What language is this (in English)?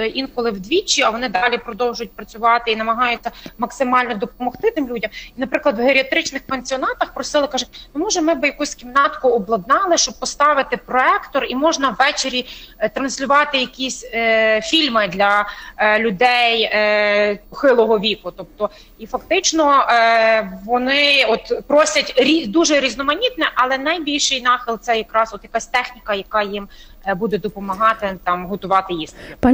Ukrainian